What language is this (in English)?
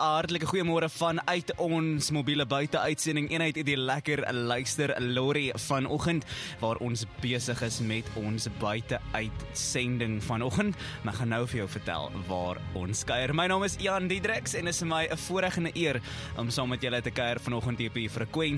Afrikaans